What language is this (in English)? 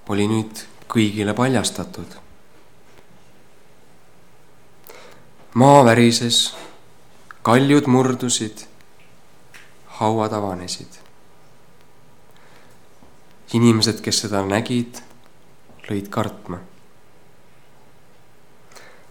Estonian